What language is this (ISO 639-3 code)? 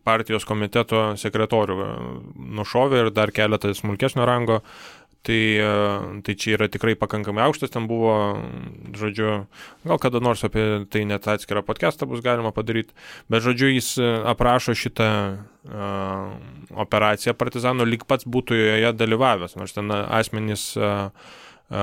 lit